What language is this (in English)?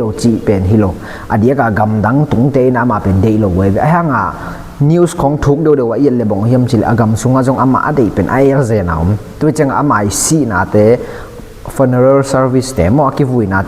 Tedim Chin